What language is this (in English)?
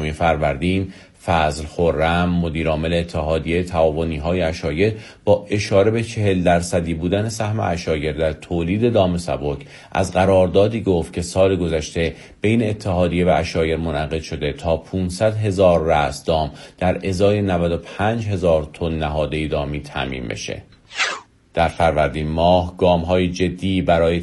Persian